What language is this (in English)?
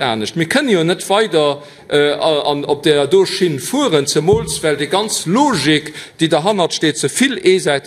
Luxembourgish